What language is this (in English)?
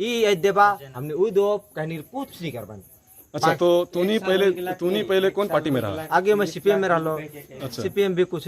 Sadri